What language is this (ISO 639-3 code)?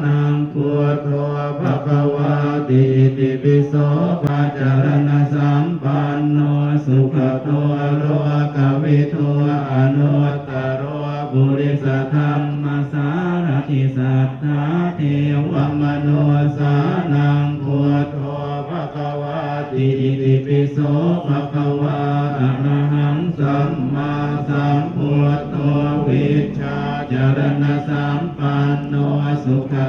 pli